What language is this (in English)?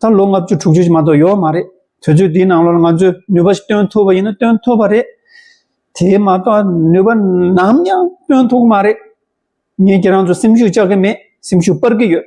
Tibetan